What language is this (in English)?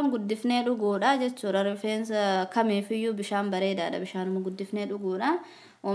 Oromo